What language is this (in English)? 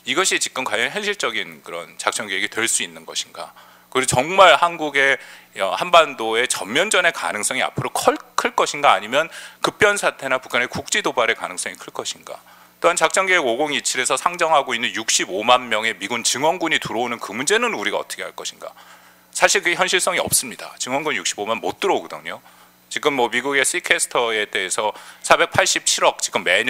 Korean